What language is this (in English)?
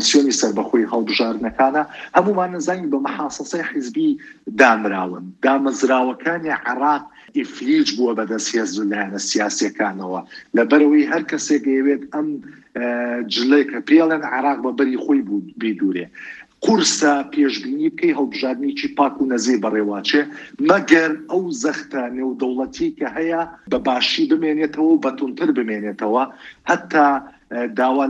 Central Kurdish